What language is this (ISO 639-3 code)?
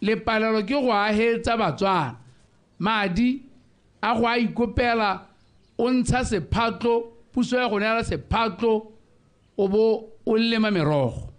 tsn